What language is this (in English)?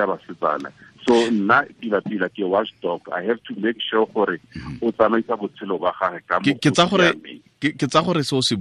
Tswana